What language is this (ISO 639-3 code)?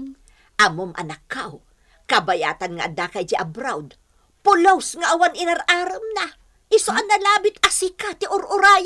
ilo